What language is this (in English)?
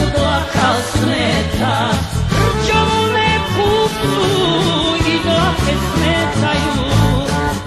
Serbian